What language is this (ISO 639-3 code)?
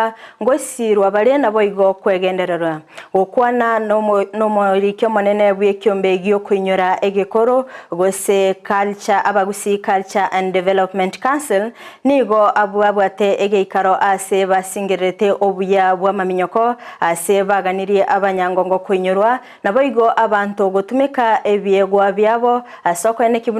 guz